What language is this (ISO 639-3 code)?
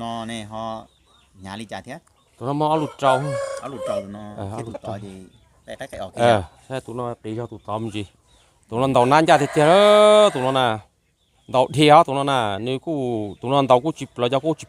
hmn